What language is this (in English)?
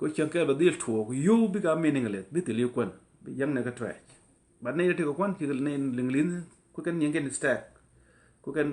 Nuer